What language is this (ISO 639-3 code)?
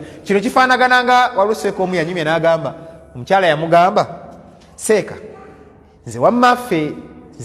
lug